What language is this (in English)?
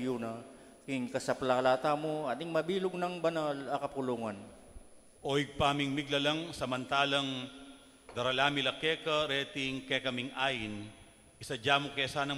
Pampanga